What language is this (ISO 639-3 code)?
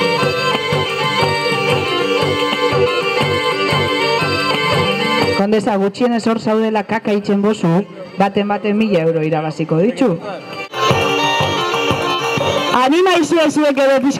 eus